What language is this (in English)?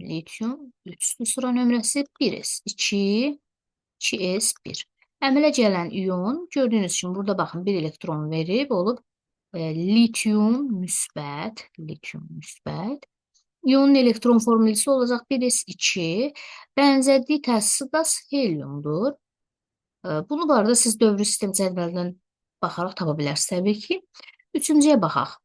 Azerbaijani